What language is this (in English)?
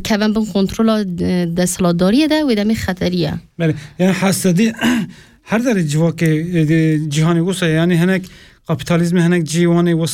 Kurdish